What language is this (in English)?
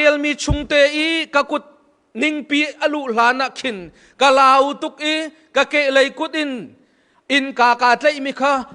Hakha Chin